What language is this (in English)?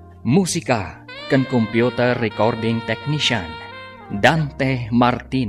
Iloko